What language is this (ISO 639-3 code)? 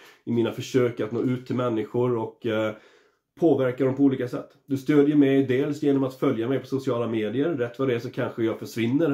swe